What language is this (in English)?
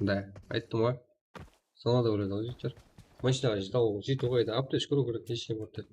Kara-Kalpak